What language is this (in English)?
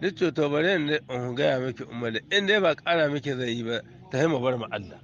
Hausa